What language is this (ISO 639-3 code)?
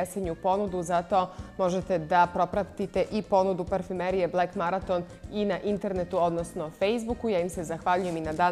srp